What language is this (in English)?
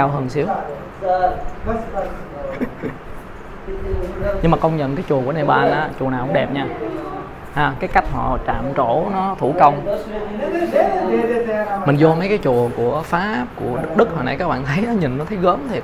Vietnamese